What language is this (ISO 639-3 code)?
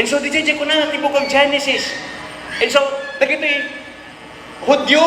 ilo